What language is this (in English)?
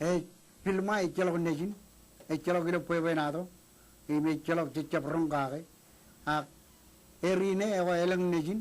Marshallese